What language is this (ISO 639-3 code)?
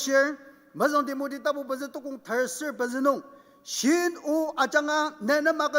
njo